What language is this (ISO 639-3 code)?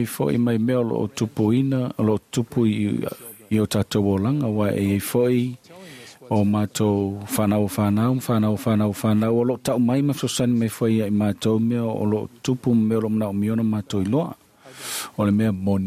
smo